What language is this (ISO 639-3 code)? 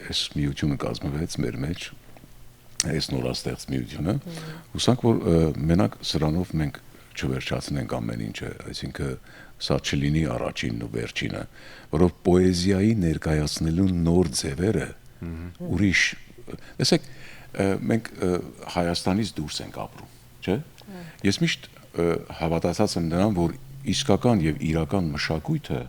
hyw